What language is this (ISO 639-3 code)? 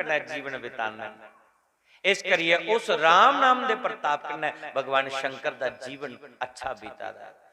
doi